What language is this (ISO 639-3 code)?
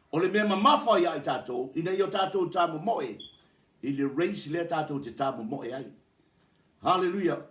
smo